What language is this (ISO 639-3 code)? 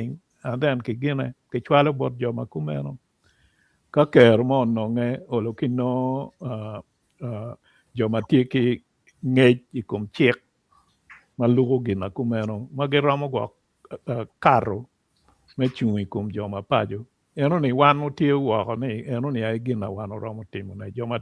ach